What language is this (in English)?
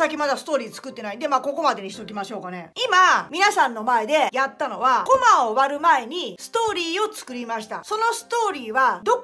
Japanese